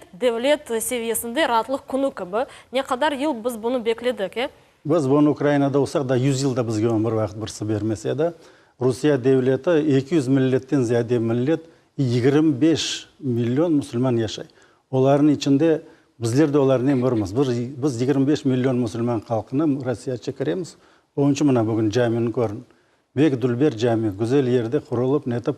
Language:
Crimean Tatar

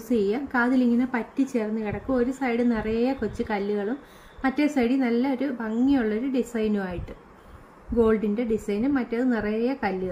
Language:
Malayalam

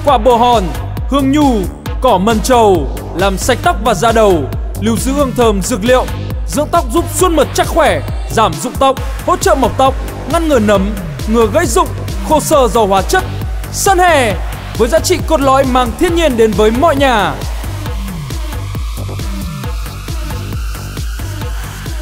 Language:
Vietnamese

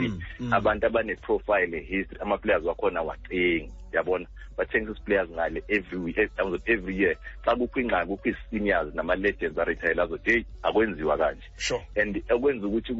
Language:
Xhosa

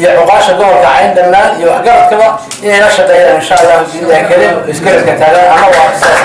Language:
Somali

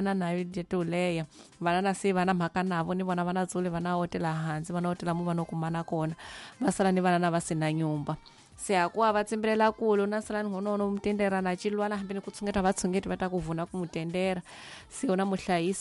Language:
Tsonga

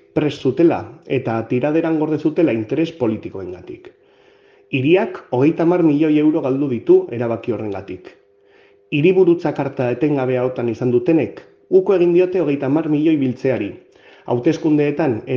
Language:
Basque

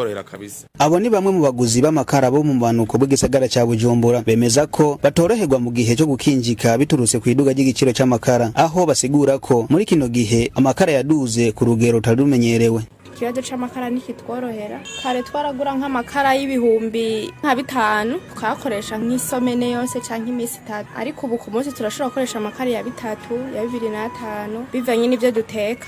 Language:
Rundi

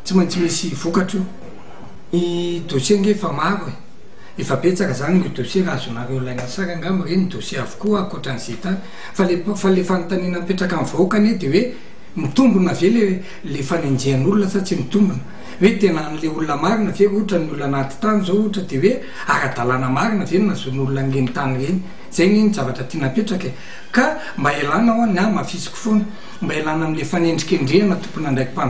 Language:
Malagasy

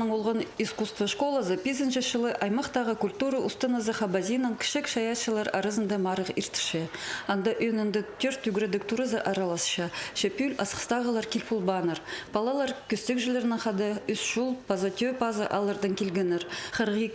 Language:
Khakas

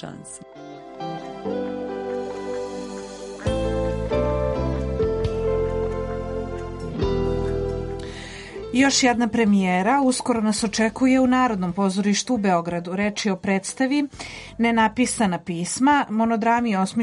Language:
Serbian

